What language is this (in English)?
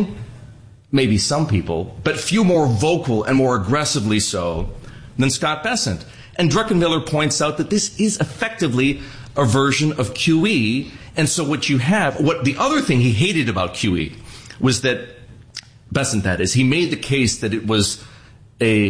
English